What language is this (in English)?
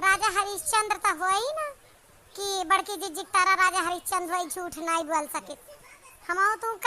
Awadhi